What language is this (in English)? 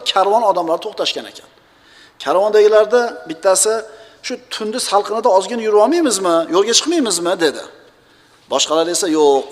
Uzbek